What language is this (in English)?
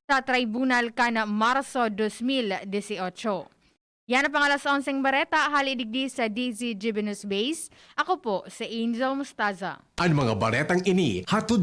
Bikol